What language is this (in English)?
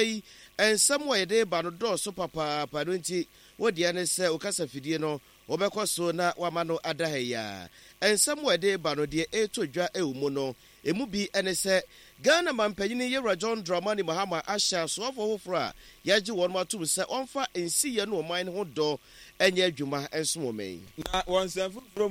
Akan